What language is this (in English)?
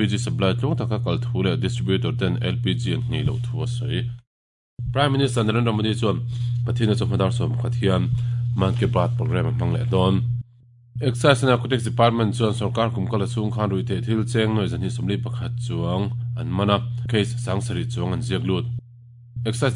Mizo